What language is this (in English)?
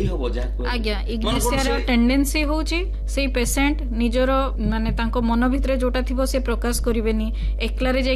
Odia